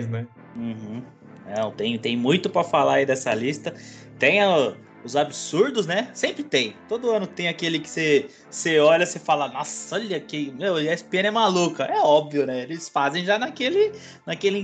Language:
Portuguese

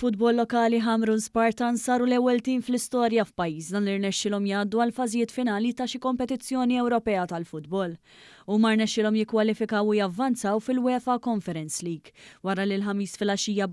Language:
Maltese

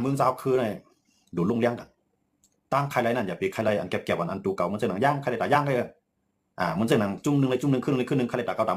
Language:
Shan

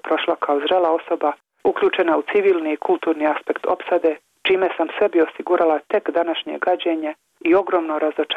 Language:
Bosnian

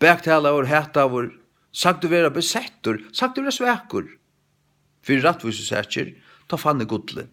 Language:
Faroese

